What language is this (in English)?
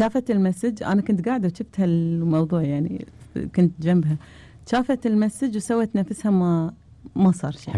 Gulf Arabic